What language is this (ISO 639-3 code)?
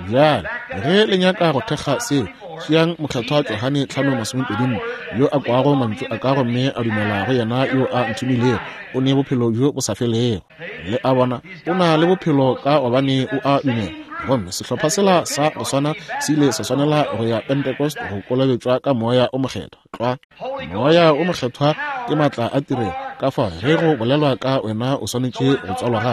nso